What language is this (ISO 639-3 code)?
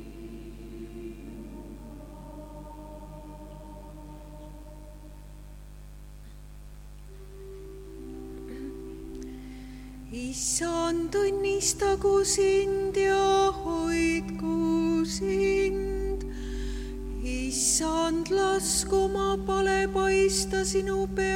est